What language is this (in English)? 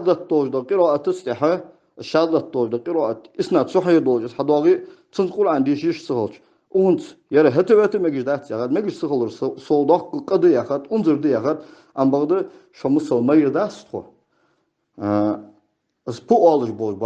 Ingush